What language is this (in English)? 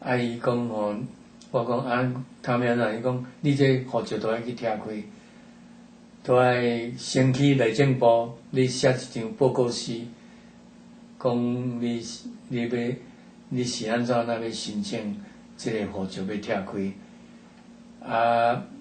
Min Nan Chinese